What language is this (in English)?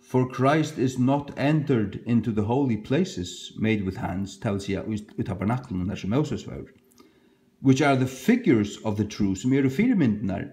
Faroese